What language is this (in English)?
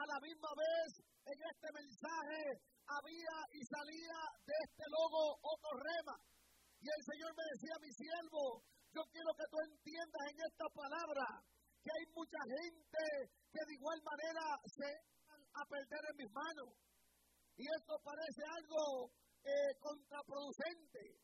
Spanish